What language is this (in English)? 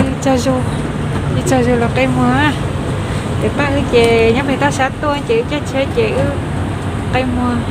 Hmong